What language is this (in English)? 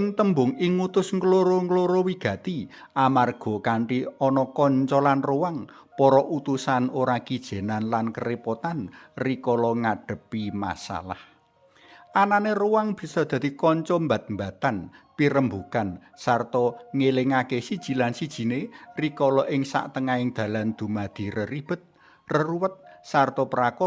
Javanese